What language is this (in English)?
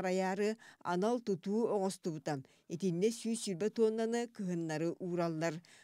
Yakut